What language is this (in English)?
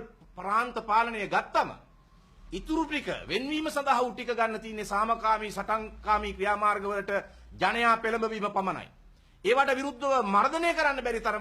Sinhala